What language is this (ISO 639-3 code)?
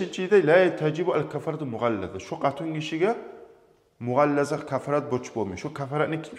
kum